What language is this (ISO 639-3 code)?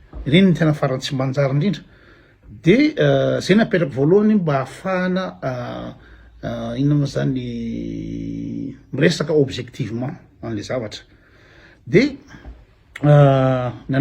mlg